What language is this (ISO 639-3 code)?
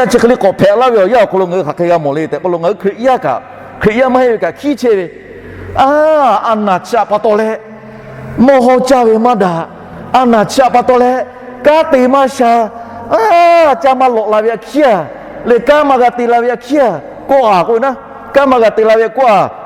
lhu